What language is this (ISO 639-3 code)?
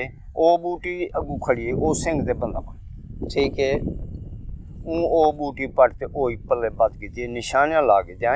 skr